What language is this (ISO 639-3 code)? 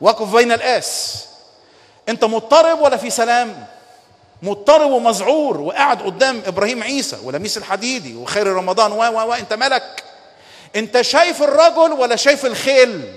arz